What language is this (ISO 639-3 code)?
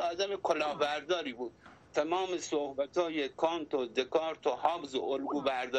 fas